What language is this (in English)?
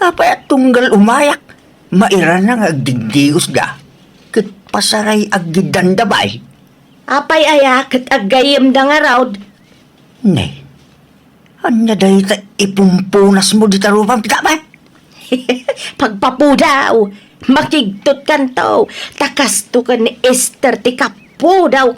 Iloko